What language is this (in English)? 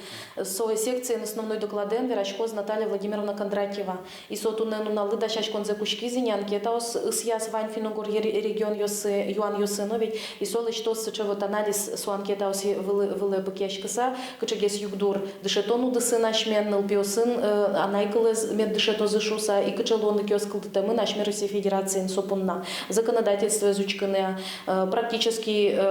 Udmurt